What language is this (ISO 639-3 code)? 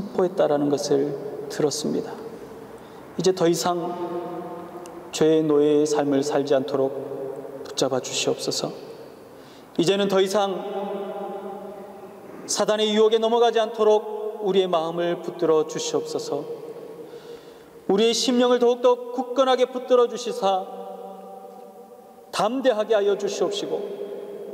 kor